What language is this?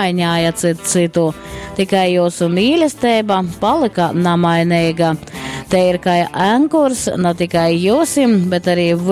Latgalian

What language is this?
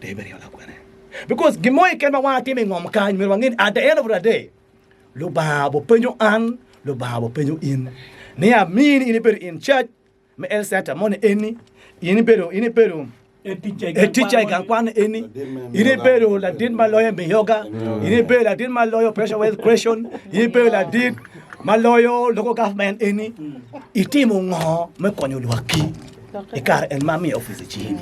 Acoli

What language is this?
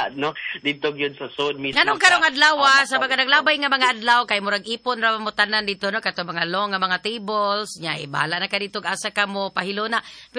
Cebuano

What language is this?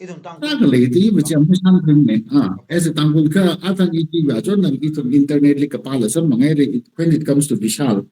Tangkhul Naga (India)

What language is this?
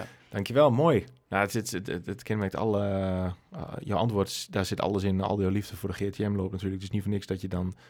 Dutch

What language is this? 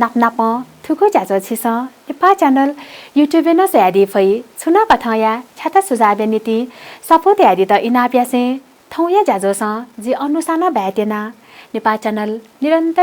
Newari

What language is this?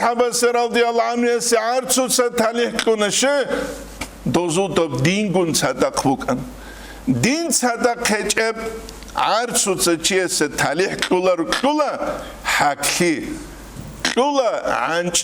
Avaric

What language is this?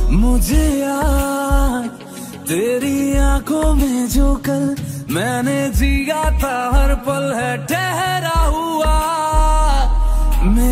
Hindi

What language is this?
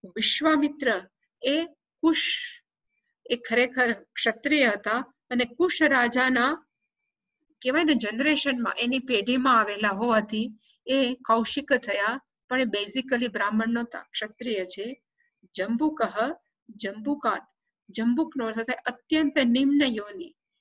Gujarati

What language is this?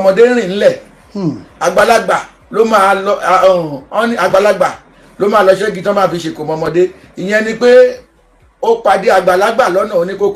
Yoruba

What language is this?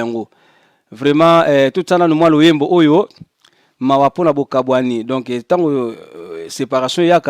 Lingala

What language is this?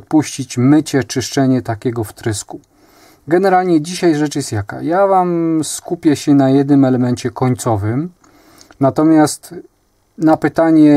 Polish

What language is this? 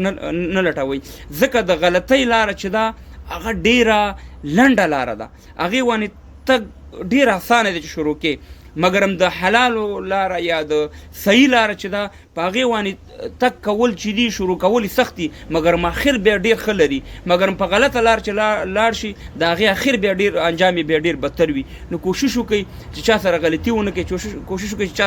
Pashto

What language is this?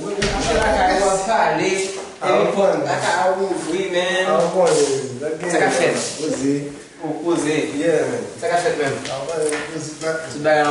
Haitian Creole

